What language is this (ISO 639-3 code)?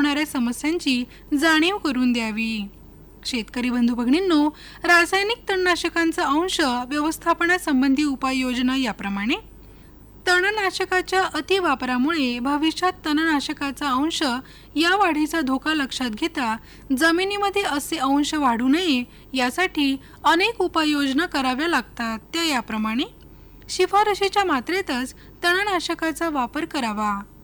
mar